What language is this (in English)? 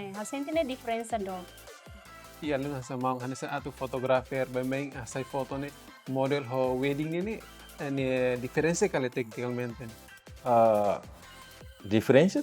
Tetum